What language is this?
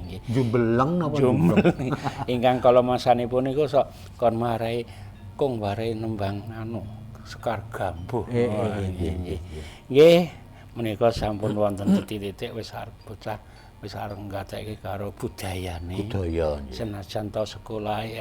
Javanese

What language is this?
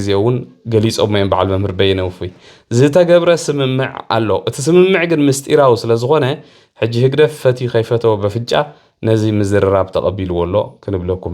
Tigrinya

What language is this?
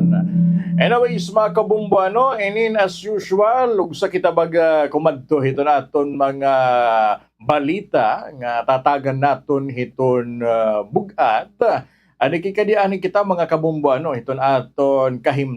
Waray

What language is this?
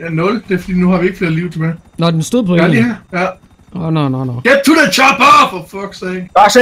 Danish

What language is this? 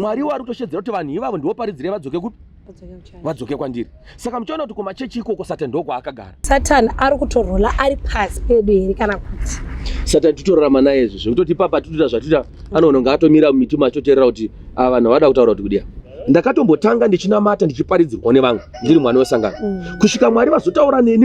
Shona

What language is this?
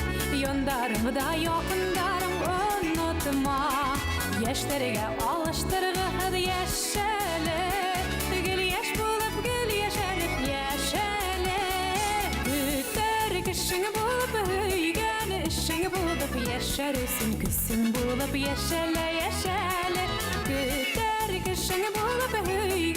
Bashkir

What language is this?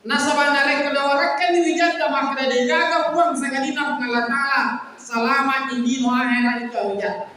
Buginese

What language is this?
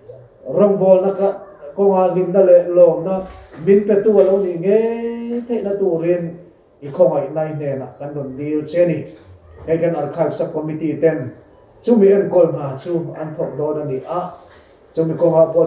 Mizo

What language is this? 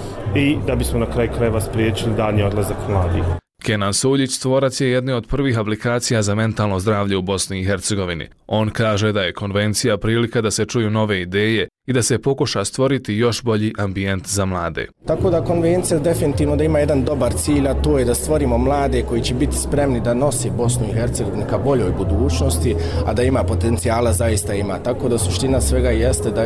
Bosnian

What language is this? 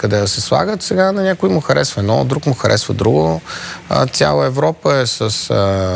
Bulgarian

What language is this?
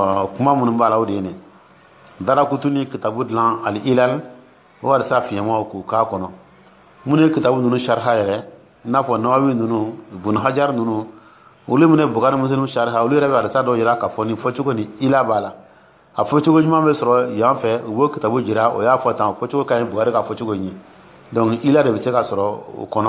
Dyula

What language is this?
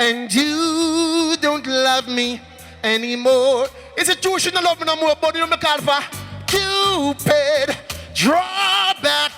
Jamaican Creole English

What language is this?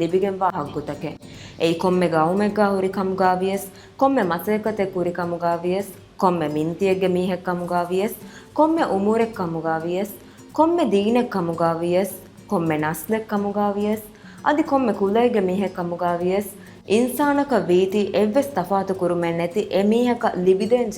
Divehi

